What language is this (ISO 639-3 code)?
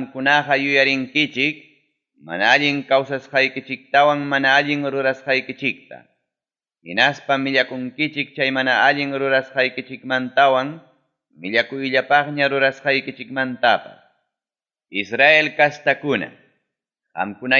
quy